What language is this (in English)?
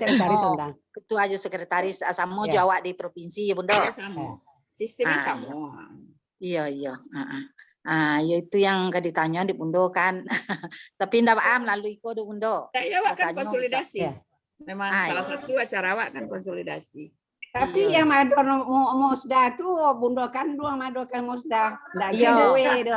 Minangkabau